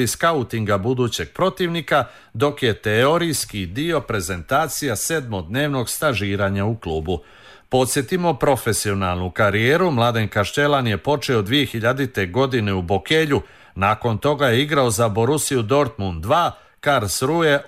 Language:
Serbian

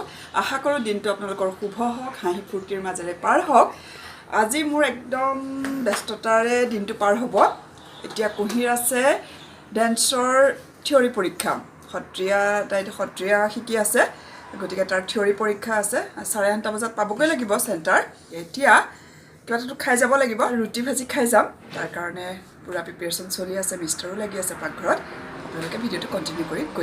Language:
Assamese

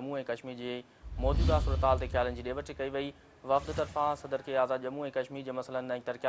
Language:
Sindhi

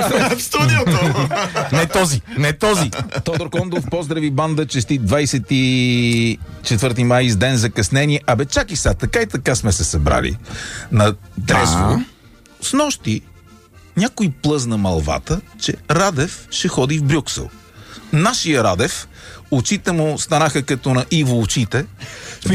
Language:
Bulgarian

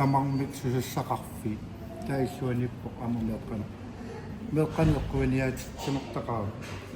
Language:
Kalaallisut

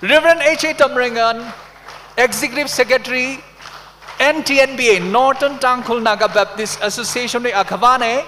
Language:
Tangkhul Naga (India)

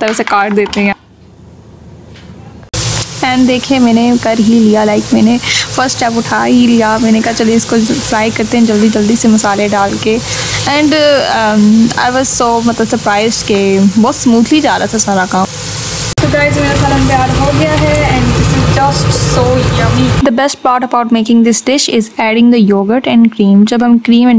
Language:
Hindi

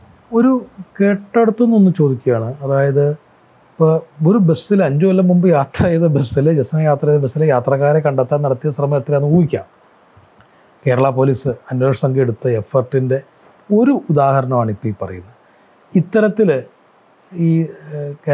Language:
Malayalam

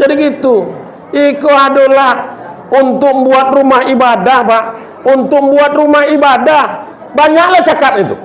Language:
Minangkabau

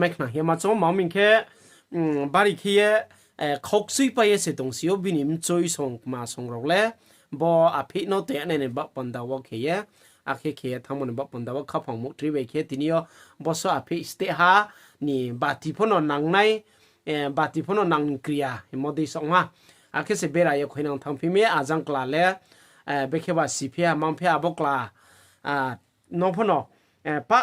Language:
Riang (India)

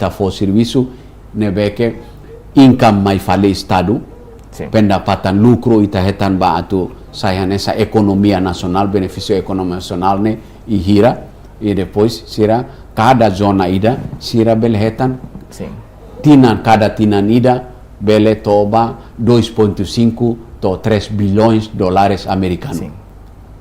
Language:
Tetum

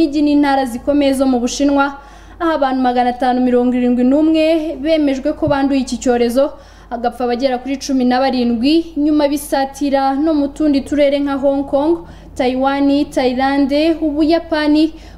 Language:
Kinyarwanda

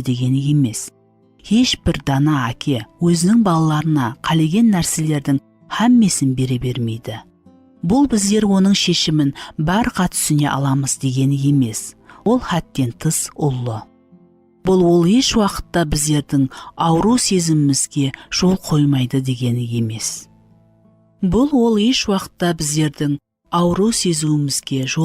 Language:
Kara-Kalpak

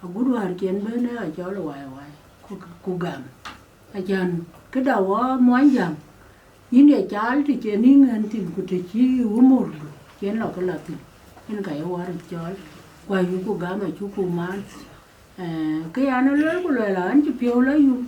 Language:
Dinka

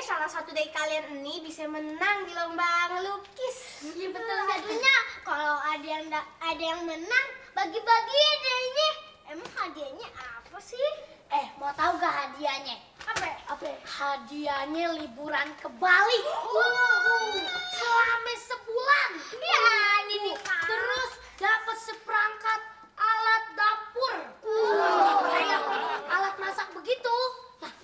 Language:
Betawi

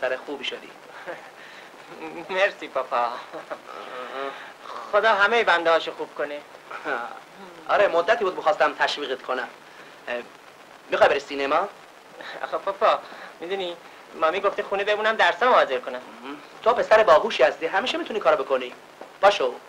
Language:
Persian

